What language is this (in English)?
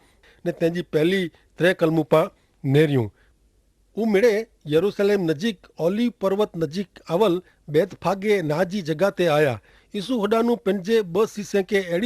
Kachhi